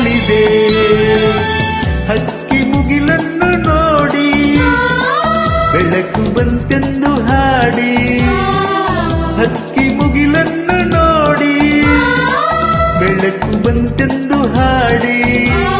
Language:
Kannada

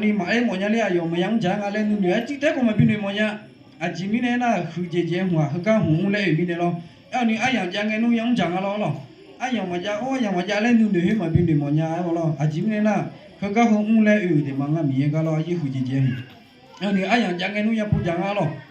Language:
Akha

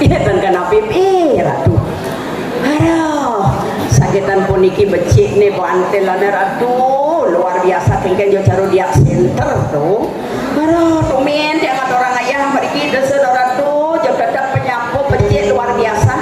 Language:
Balinese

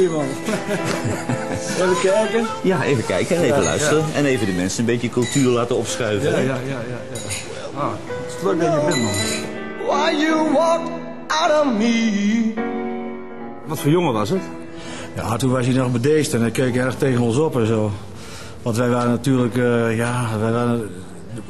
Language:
Dutch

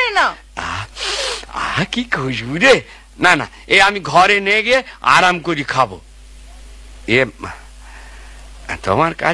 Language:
Bangla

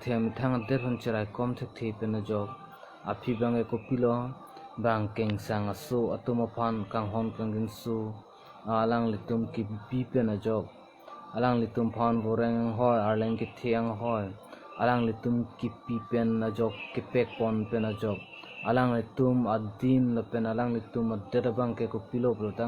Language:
Karbi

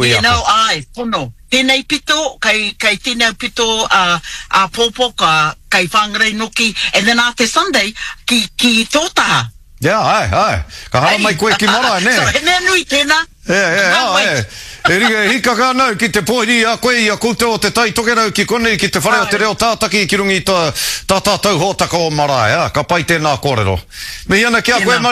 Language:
Māori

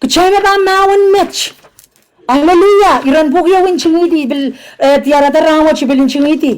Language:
Pohnpeian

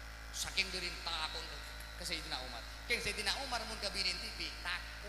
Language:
Madurese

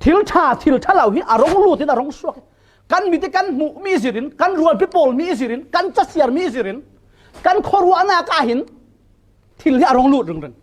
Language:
Falam Chin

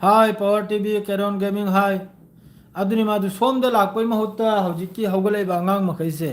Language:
Manipuri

